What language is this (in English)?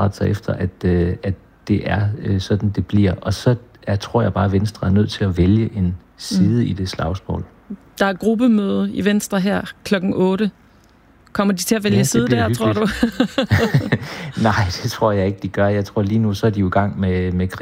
Danish